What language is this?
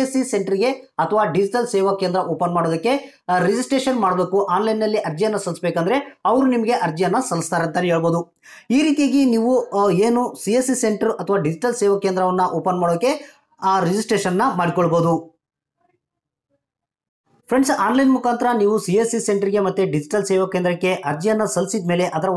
Kannada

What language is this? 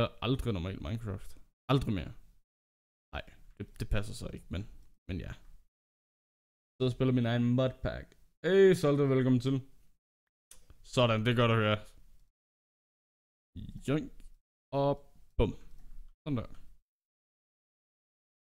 Danish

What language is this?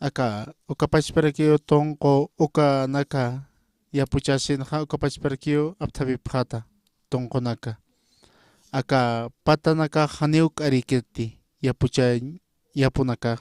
Aymara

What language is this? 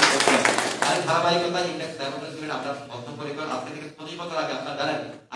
Bangla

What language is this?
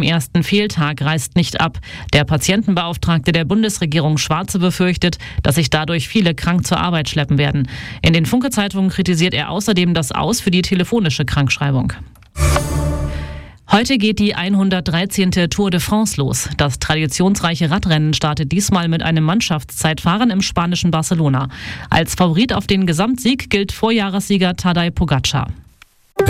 German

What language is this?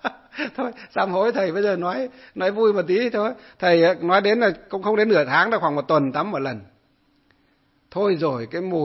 Vietnamese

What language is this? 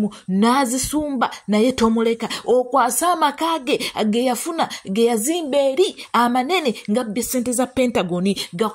Ganda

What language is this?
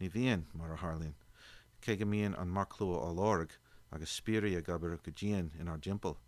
Irish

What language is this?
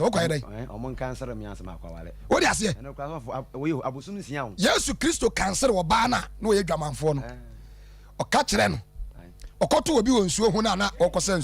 Akan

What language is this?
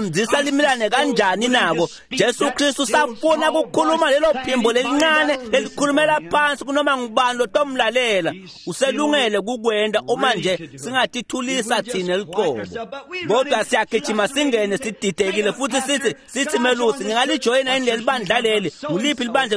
Swati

